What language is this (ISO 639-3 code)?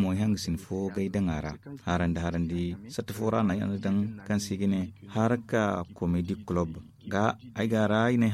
dje